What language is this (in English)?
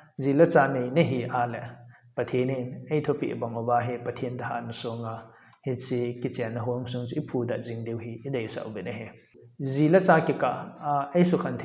Thado Chin